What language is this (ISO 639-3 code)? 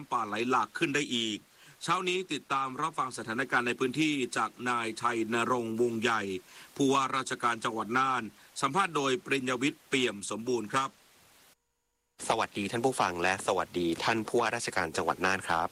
tha